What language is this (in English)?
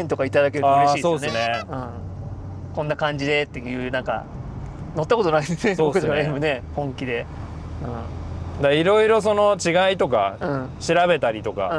Japanese